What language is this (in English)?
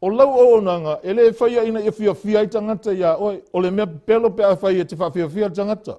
Samoan